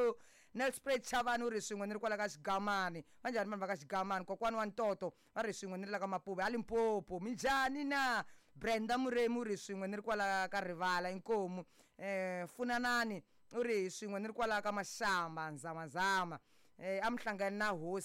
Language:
Tsonga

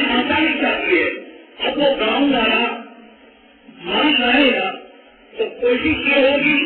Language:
Urdu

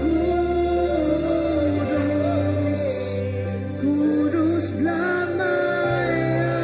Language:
Iban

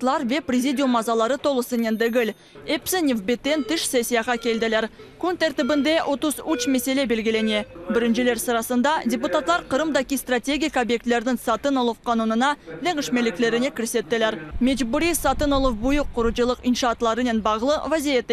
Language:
Crimean Tatar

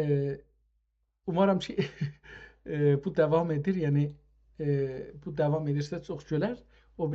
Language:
South Azerbaijani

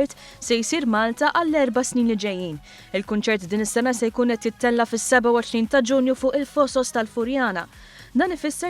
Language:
Maltese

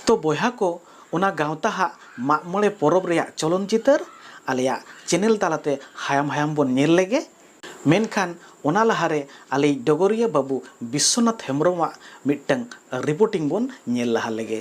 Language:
Santali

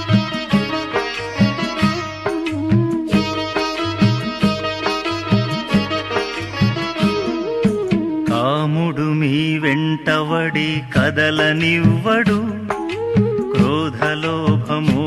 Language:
Telugu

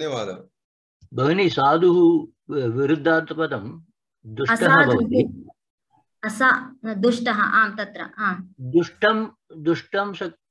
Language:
Sanskrit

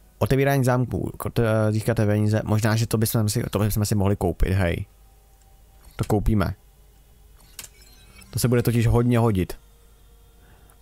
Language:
Czech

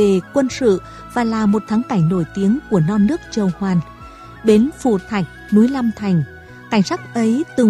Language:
Vietnamese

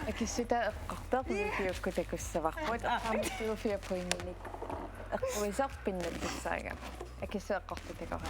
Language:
Kalaallisut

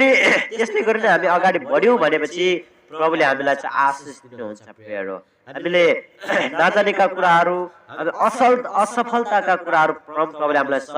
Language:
Nepali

